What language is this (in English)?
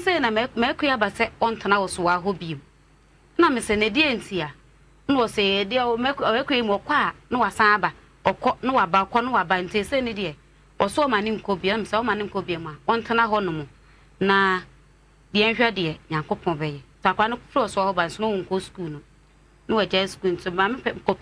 Akan